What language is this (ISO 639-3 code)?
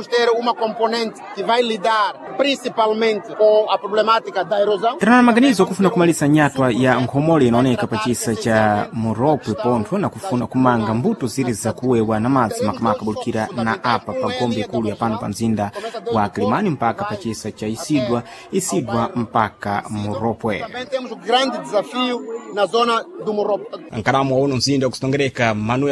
seh